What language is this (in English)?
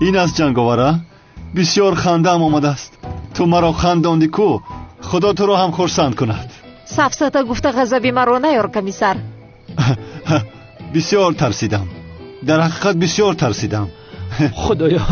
Tajik